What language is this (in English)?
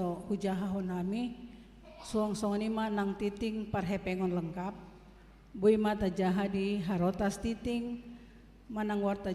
Batak Toba